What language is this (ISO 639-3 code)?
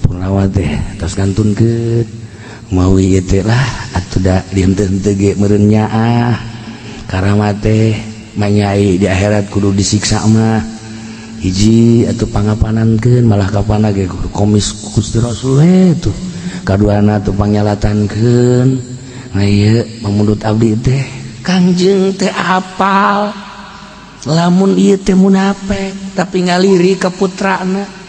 sun